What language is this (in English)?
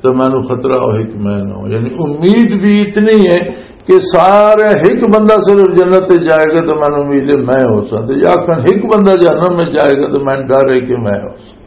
Western Panjabi